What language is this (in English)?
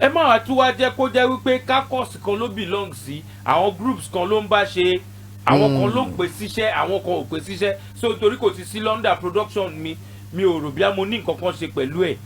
Yoruba